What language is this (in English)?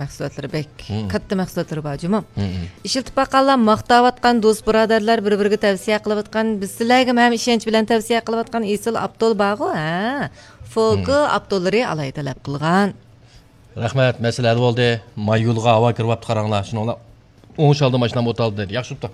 Uyghur